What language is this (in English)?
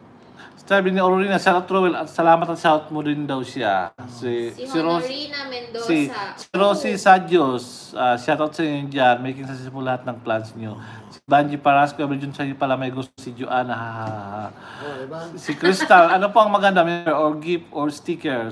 Filipino